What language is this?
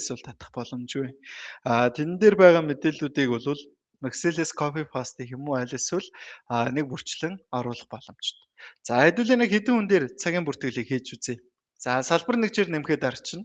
Mongolian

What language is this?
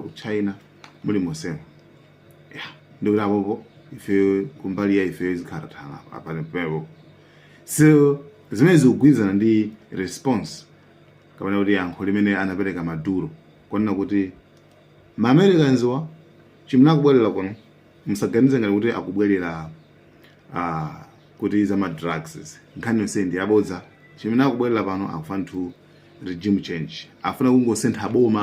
Nyanja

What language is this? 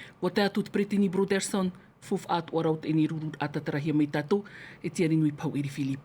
Tahitian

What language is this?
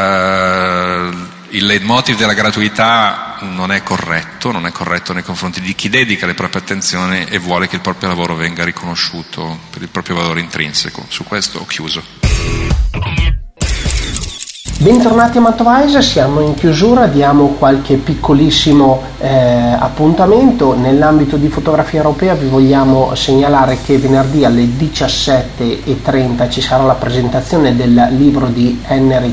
Italian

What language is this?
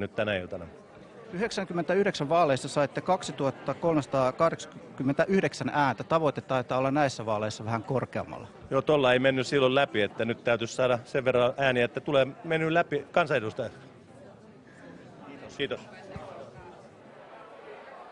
Finnish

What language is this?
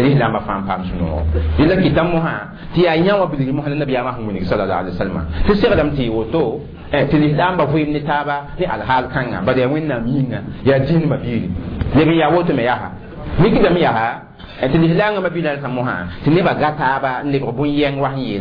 Mossi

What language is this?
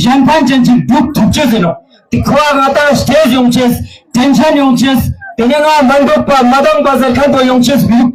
Ladakhi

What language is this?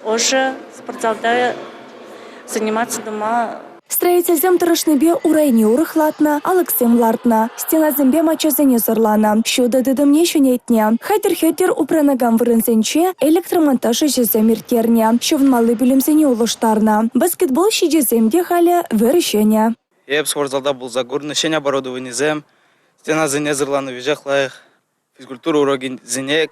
Chuvash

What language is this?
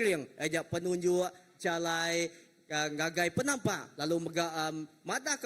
Iban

